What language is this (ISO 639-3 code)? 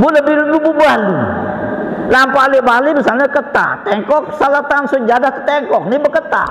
sas